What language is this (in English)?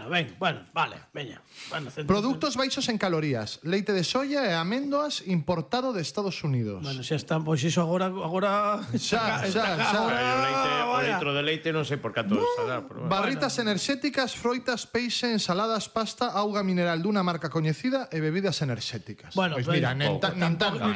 Galician